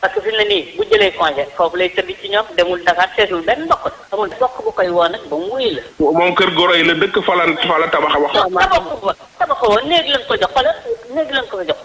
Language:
Wolof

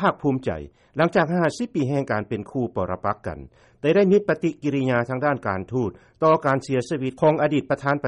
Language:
Lao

